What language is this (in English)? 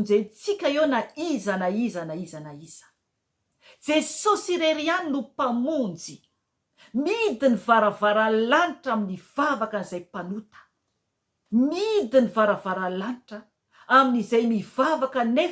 Malagasy